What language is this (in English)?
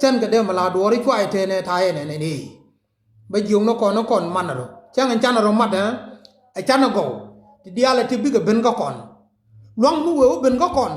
Nuer